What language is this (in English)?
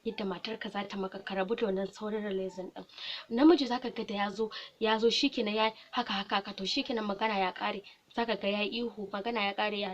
Hausa